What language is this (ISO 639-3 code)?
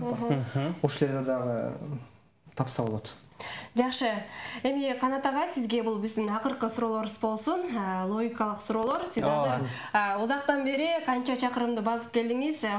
kir